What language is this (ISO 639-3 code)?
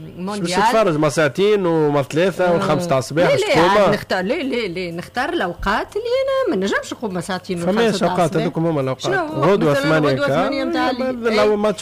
aeb